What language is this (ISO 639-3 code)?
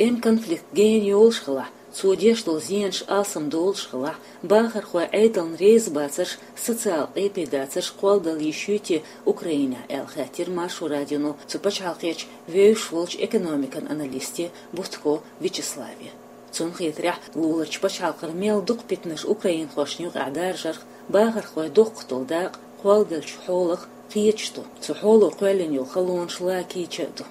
che